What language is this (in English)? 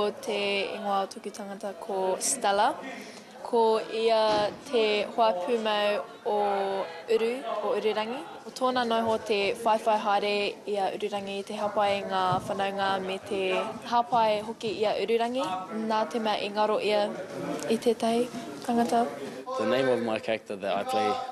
Māori